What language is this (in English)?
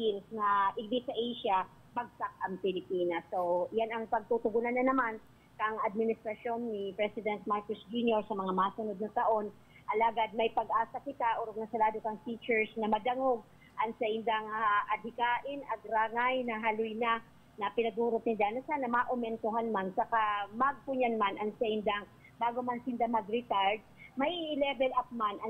Bikol